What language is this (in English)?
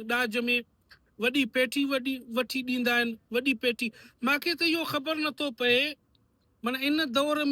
Sindhi